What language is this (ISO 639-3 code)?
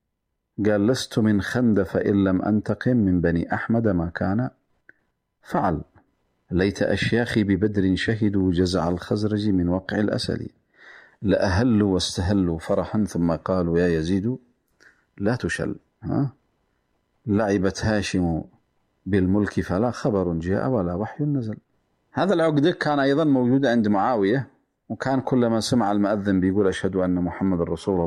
ara